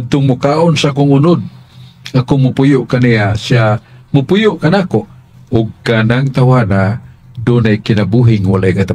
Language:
Cebuano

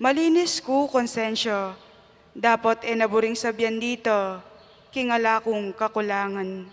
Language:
Pampanga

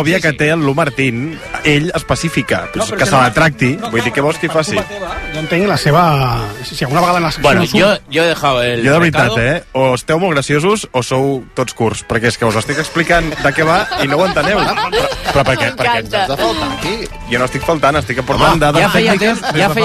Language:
Catalan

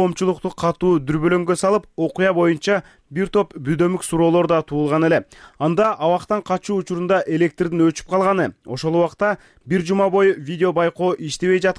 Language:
Kyrgyz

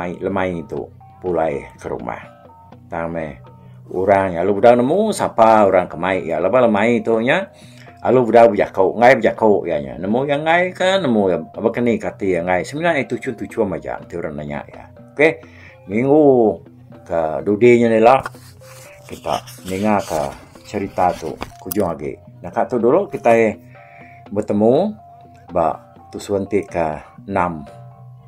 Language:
Iban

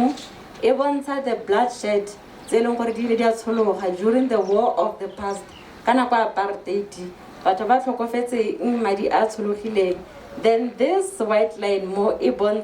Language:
Tswana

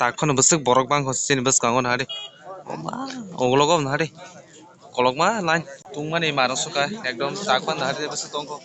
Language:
Kok Borok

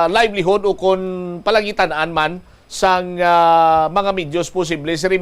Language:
Hiligaynon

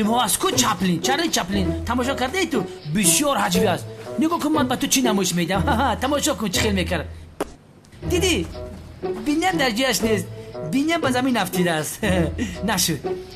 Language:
Tajik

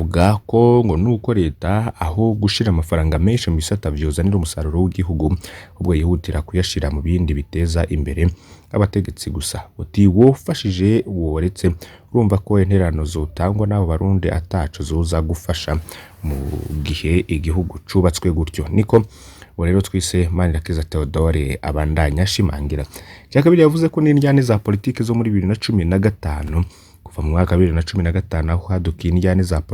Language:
Rundi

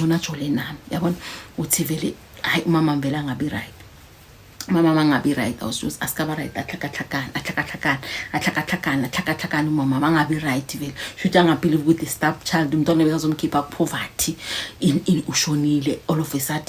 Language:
Zulu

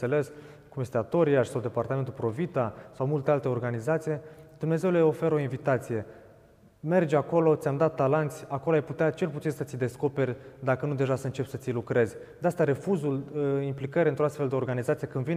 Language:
Romanian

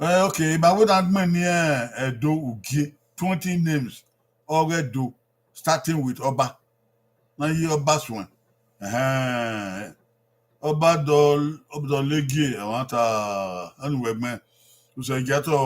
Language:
Bini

